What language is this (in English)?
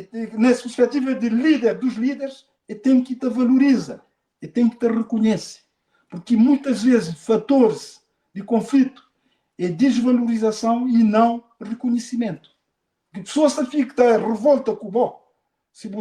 Kabuverdianu